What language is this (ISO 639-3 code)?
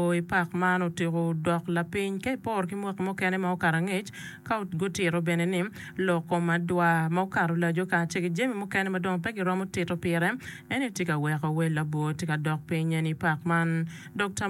ach